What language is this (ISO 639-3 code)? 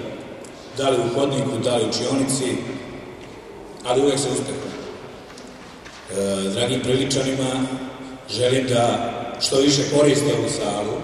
srp